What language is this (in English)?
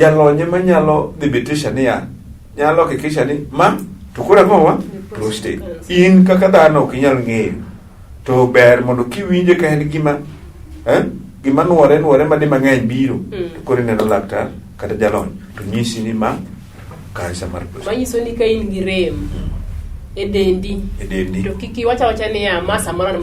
Luo (Kenya and Tanzania)